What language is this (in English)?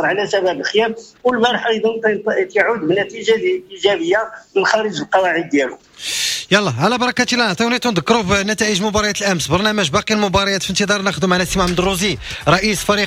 Moroccan Arabic